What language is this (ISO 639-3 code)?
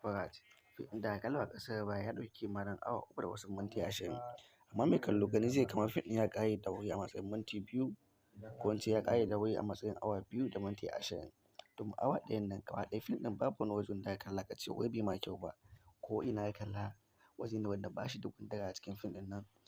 hau